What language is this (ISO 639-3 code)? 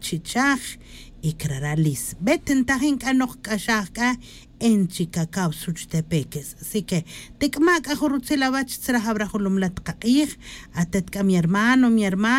tzj